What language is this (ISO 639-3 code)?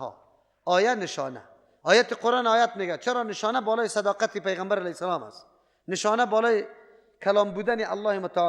fas